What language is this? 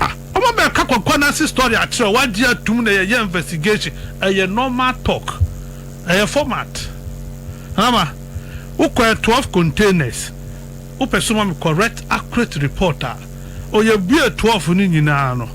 Akan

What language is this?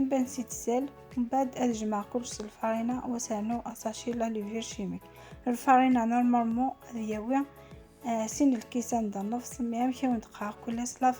Kabyle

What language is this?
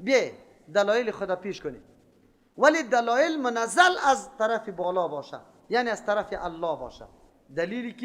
Persian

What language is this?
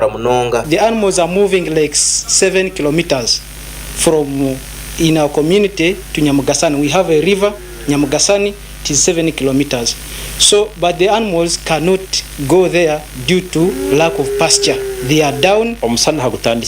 Nyankole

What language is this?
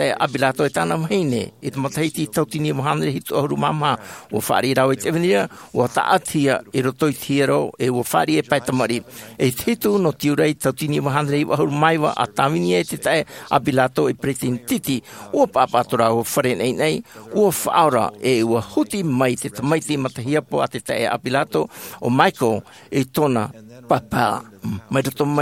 Tahitian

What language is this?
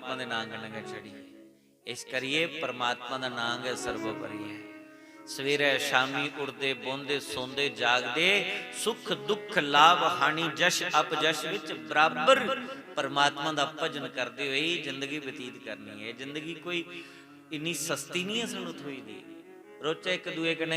Dogri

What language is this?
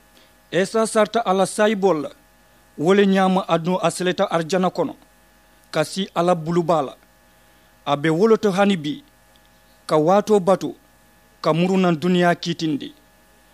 Mandingo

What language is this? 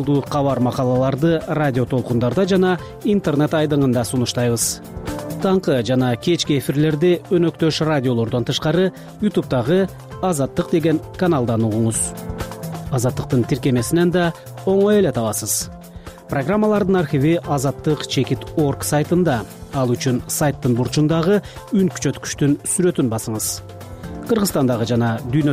Kyrgyz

